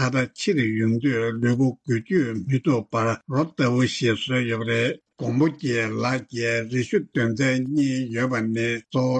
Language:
Tibetan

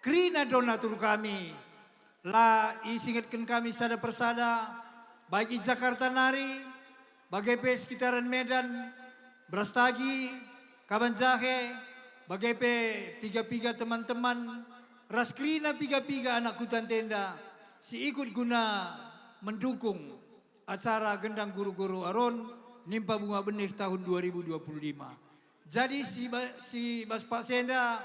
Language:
Batak Karo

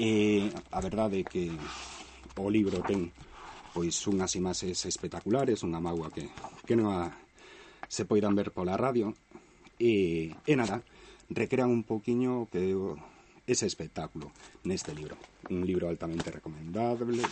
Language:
Galician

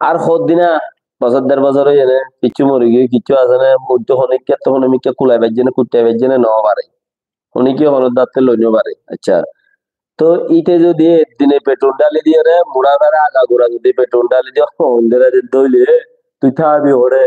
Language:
Rohingya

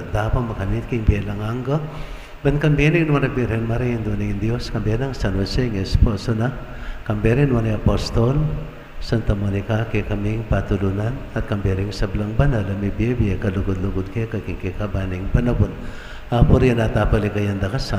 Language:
Pampanga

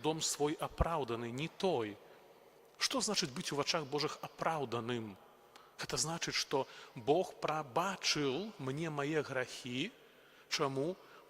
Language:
Belarusian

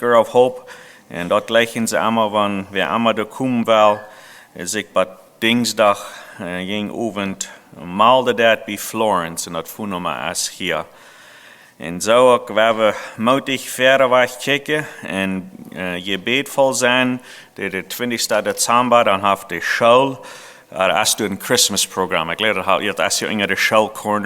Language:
Plautdietsch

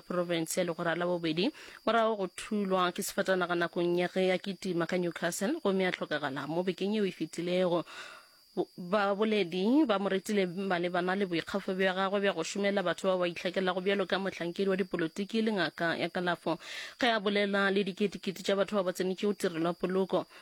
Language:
Northern Sotho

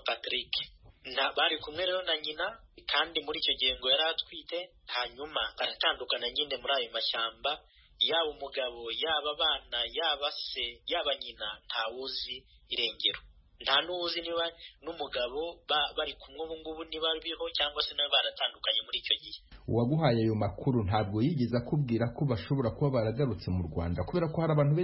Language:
Kinyarwanda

